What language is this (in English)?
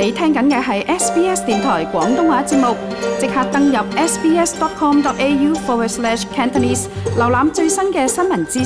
Cantonese